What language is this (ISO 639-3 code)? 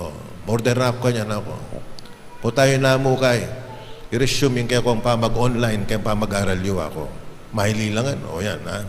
pam